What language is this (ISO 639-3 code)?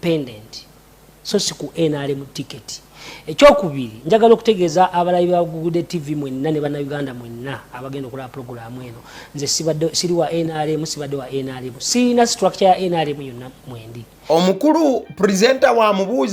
lug